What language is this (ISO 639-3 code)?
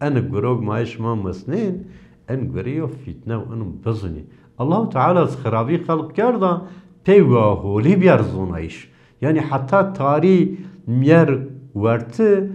zza